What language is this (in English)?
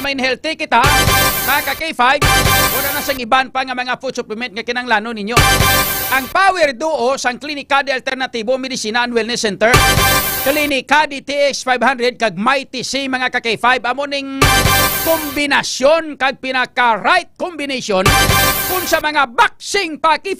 Hiligaynon